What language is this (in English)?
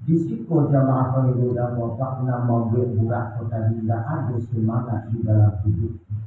Minangkabau